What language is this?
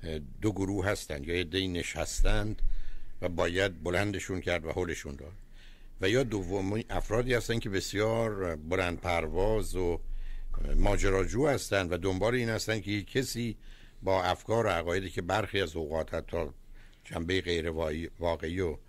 Persian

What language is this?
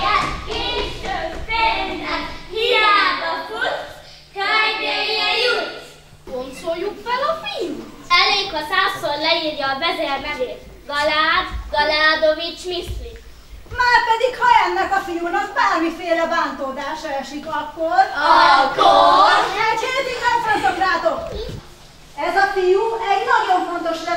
Hungarian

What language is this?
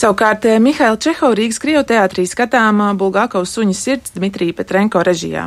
Latvian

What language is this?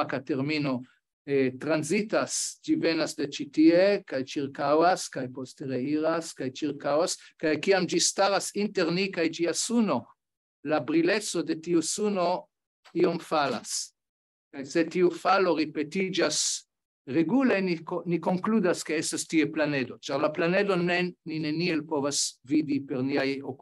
Esperanto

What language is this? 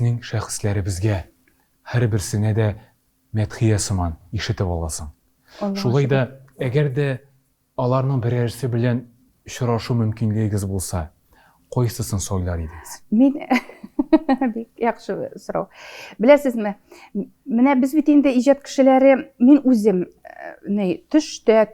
Tatar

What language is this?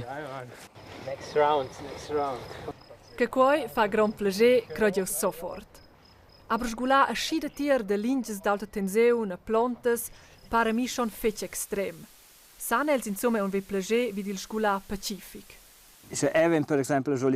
Romansh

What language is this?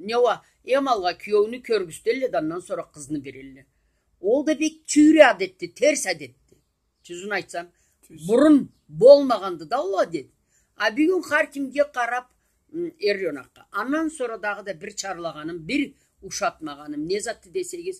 Karachay-Balkar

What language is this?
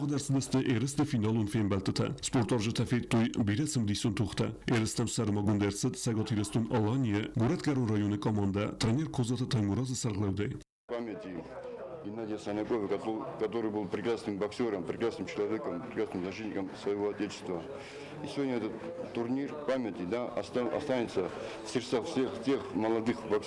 Ossetic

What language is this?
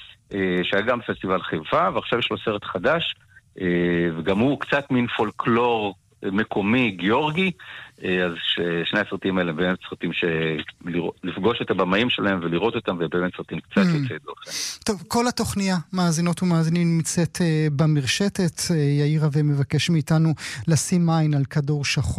Hebrew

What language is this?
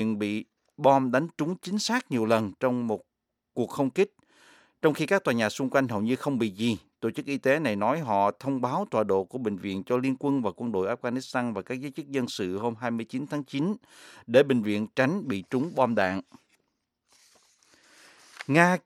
Vietnamese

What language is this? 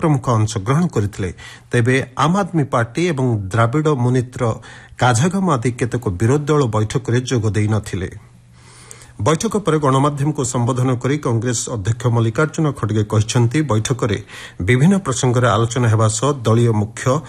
Odia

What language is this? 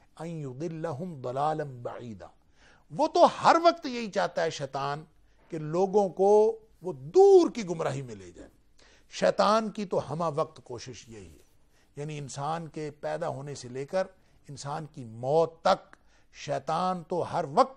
Urdu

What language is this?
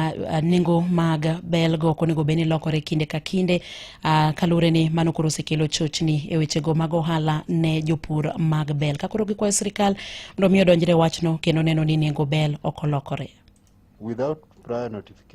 Luo (Kenya and Tanzania)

